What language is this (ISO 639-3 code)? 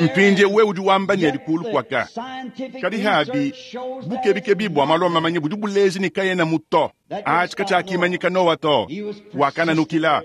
lua